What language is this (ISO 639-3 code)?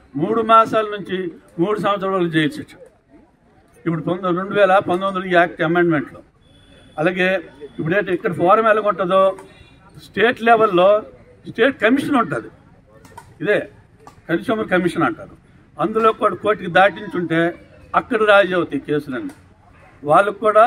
tel